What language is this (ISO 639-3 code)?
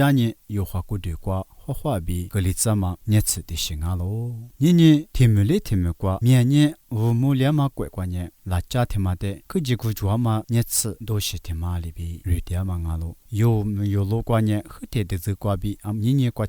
lis